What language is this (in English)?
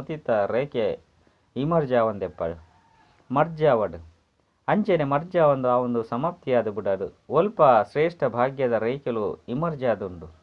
Tulu